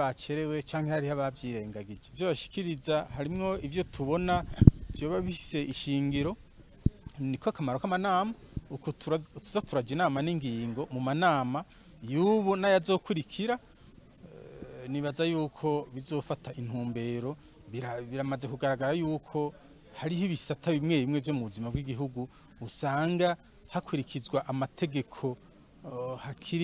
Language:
Rundi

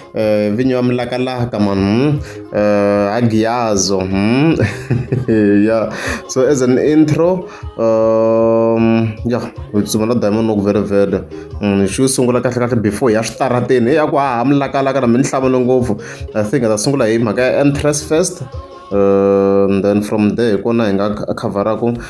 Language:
Tsonga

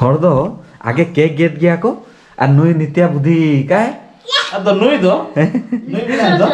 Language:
Santali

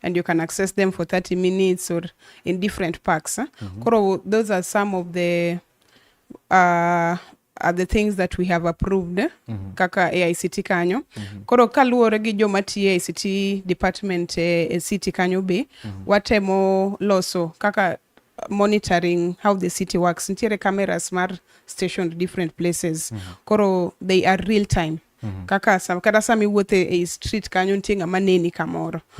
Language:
Luo (Kenya and Tanzania)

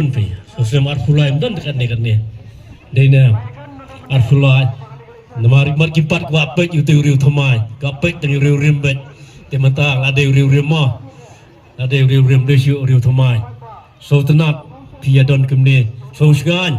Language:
Khasi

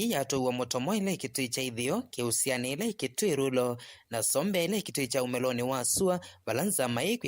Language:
Kamba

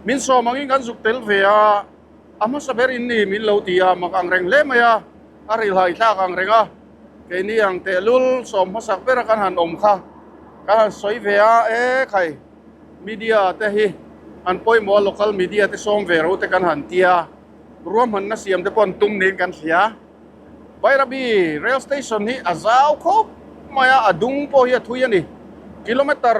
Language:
Mizo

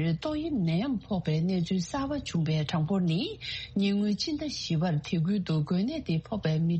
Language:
Tibetan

